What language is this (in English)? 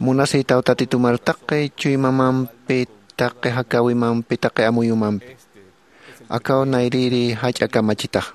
Aymara